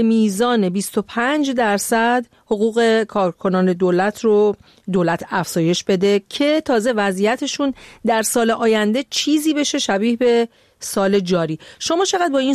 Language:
Persian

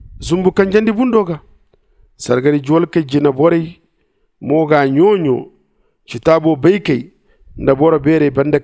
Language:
Zarma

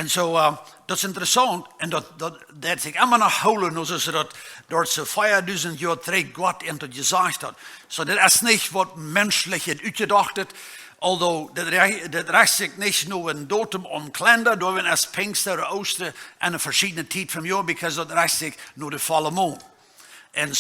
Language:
Plautdietsch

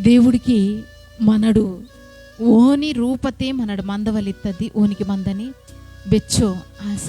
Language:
Koya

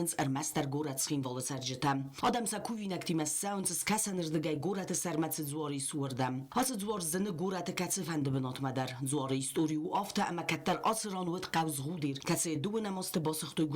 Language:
Ossetic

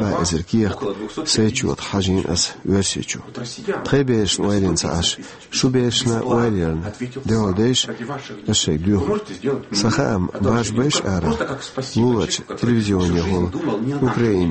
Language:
Chechen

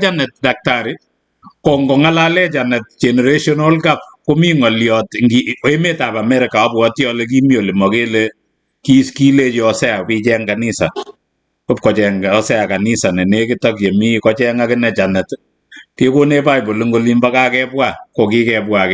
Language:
Kalenjin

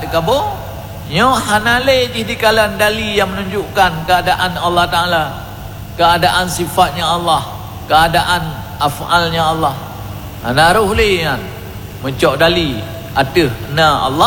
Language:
Achinese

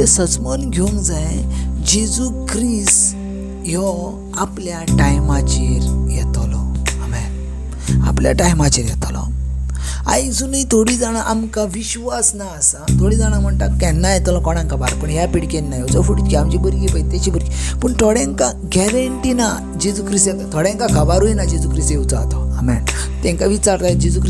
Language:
Konkani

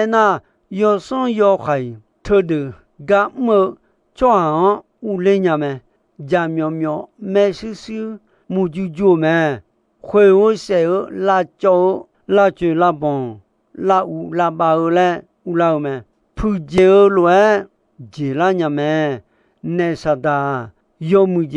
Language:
Akha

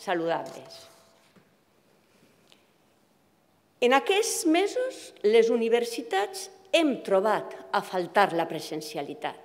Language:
Catalan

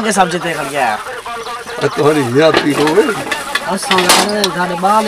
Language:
Saraiki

